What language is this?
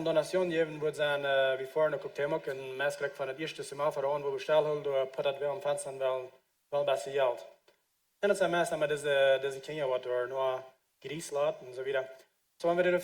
Plautdietsch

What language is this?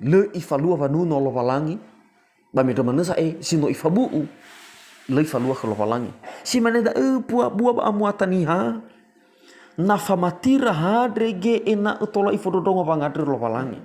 Nias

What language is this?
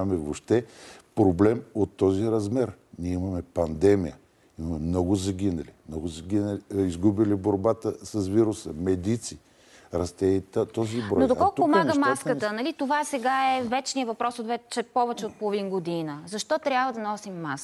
Bulgarian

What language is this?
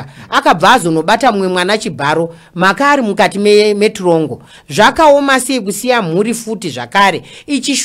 Shona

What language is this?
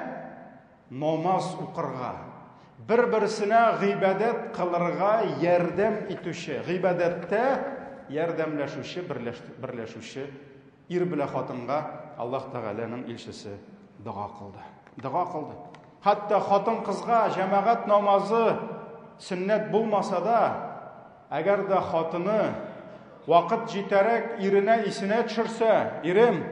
Tatar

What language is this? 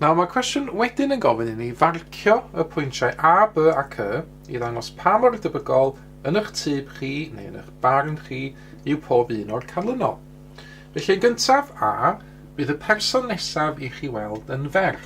Welsh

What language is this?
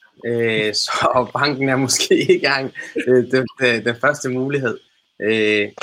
Danish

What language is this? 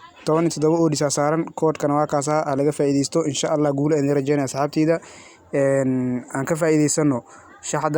Somali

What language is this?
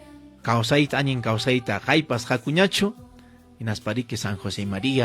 Ayacucho Quechua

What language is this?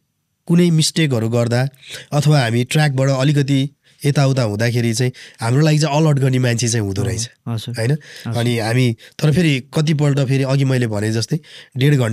Nepali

